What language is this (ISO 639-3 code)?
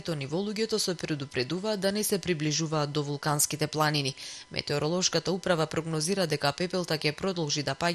mkd